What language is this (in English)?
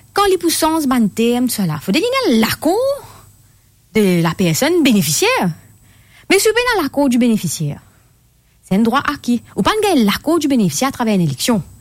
French